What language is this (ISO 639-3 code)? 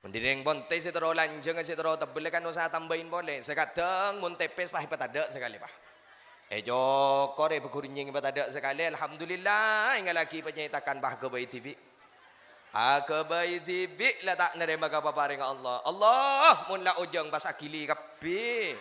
mad